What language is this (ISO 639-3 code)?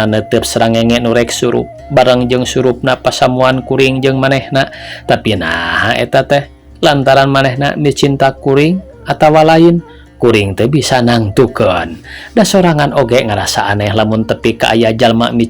sun